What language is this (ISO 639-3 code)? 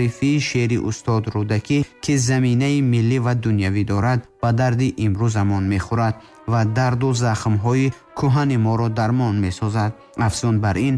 tgk